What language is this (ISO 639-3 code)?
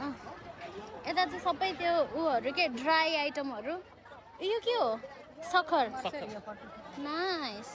nep